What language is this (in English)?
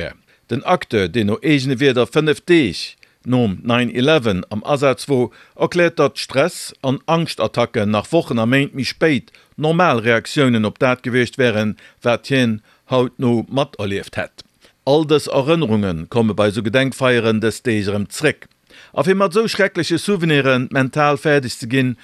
Luxembourgish